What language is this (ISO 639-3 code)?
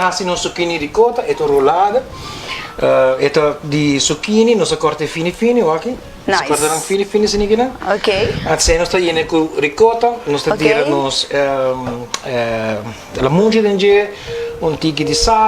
pap